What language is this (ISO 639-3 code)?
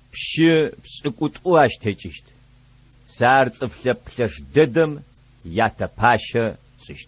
ady